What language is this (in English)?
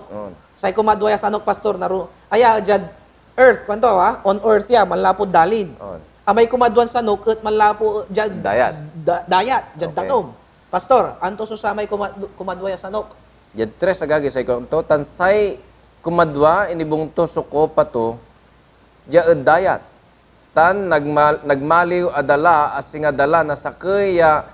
Pangasinan